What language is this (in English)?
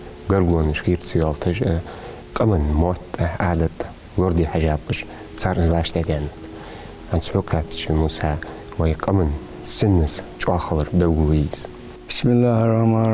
Ingush